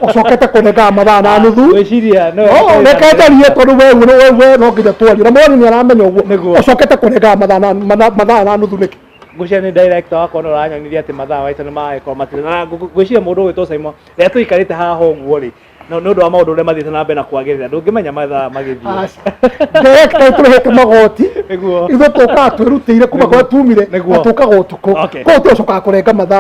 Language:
Kikuyu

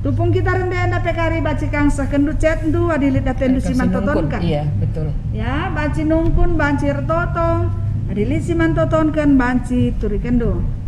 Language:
Batak Karo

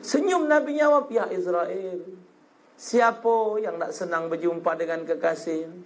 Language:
Musi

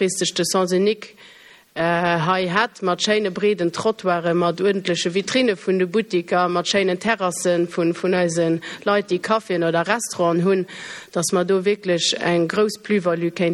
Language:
Luxembourgish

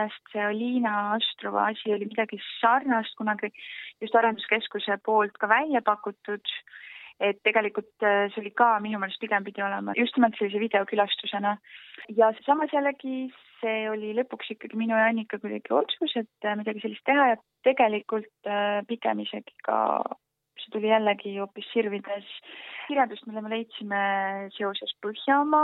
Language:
Estonian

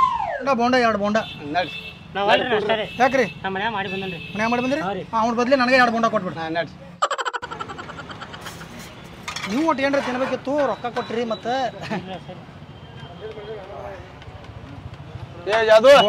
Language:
Kannada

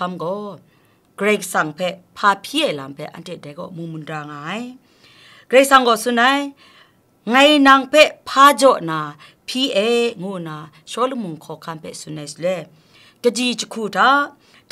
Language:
Kachin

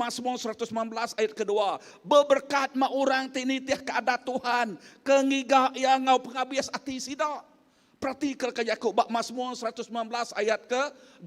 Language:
Iban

